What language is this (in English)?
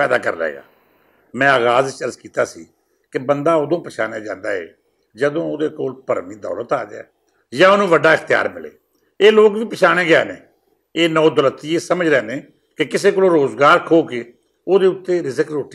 Western Panjabi